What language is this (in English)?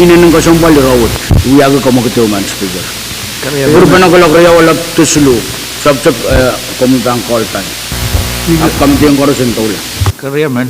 Pohnpeian